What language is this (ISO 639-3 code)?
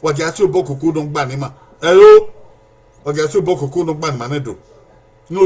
bin